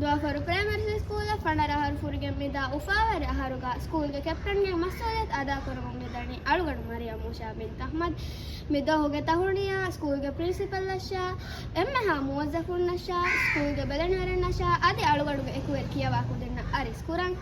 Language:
Divehi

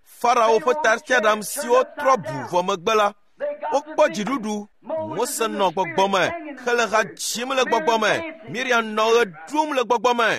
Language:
Ewe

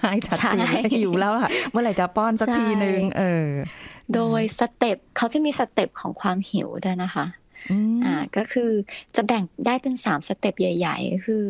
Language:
Thai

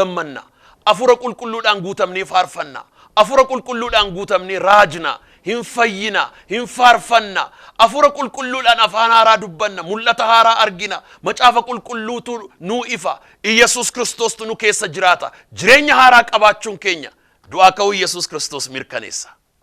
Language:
Oromo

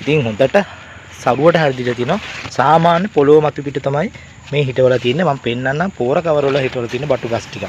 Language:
Sinhala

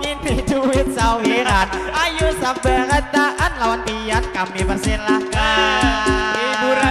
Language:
Banjar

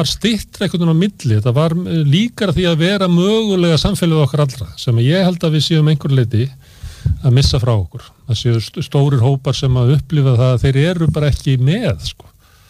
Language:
Icelandic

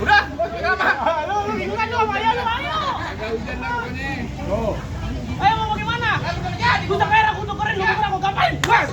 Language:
Betawi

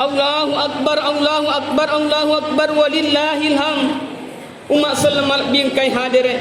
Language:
Buginese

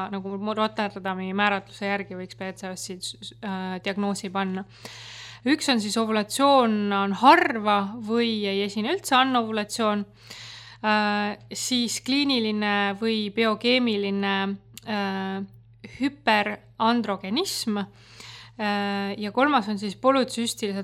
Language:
Estonian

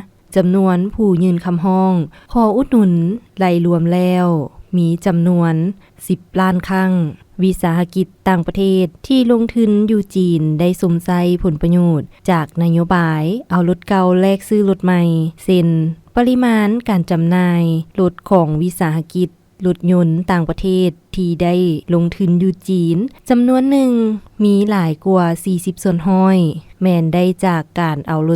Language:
Lao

